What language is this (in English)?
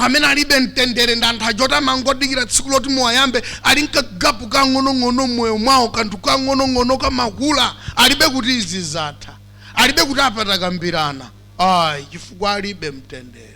Nyanja